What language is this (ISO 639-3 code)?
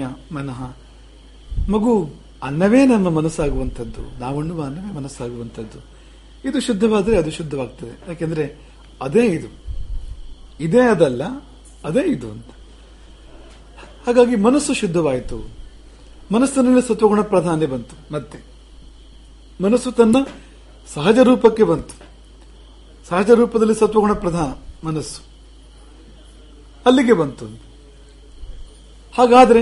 kan